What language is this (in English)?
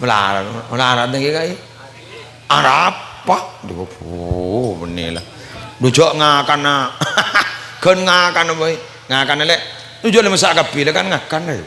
Madurese